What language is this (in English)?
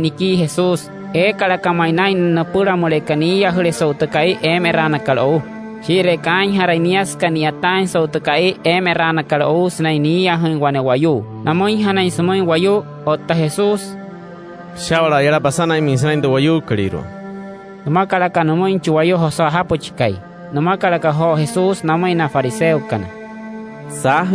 Wayuu